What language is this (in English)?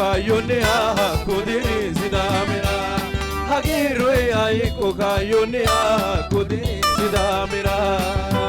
Sidamo